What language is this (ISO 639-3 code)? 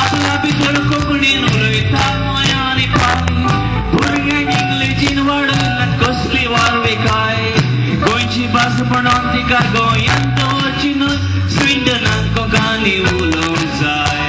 kok